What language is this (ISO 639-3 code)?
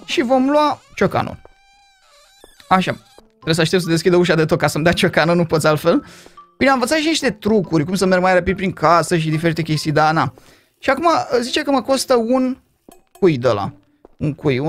ron